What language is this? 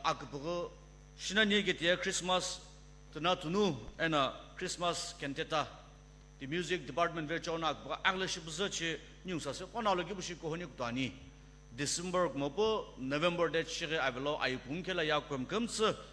Sumi Naga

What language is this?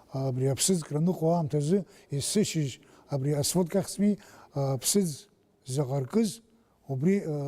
Abkhazian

